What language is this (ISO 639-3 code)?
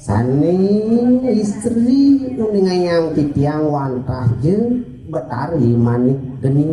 ban